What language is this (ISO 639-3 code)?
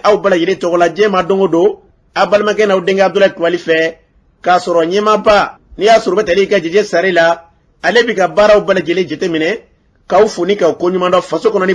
bam